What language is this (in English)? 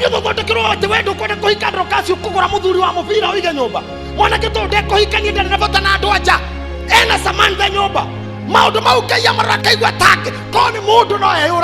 Kikuyu